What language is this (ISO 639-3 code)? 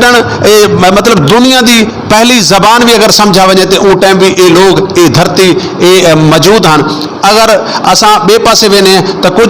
skr